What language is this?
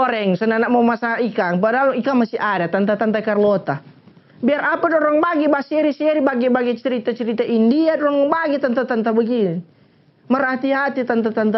Manado Malay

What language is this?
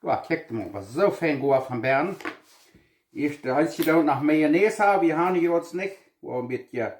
Plautdietsch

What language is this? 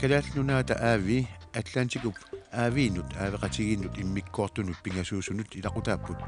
Kalaallisut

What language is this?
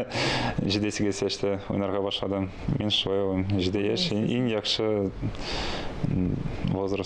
Tatar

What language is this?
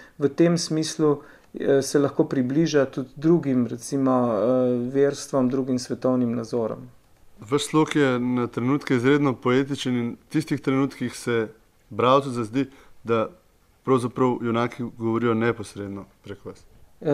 Slovenian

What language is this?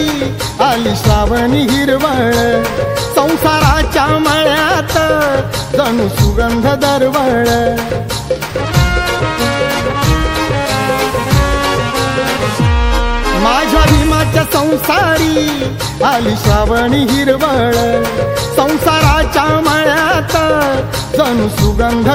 Marathi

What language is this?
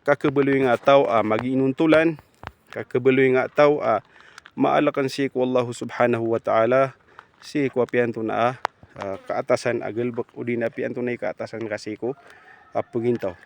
Maranao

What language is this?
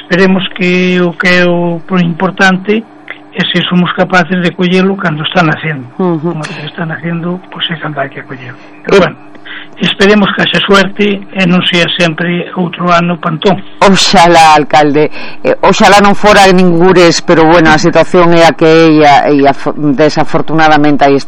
Galician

